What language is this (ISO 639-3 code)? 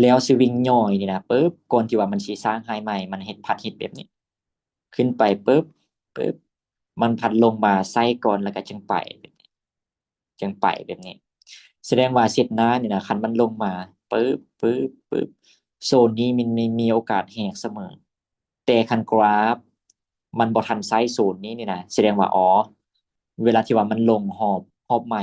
lao